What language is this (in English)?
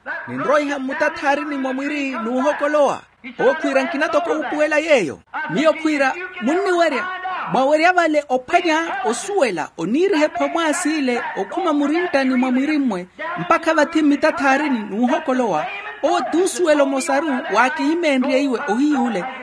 Makhuwa